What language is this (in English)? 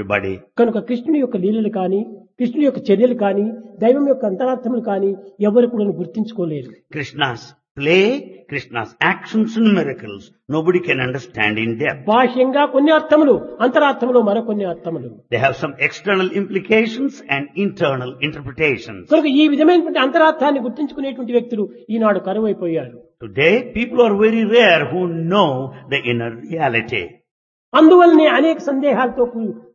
Telugu